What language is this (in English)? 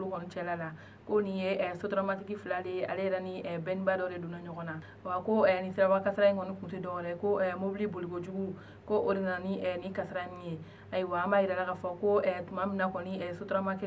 Bambara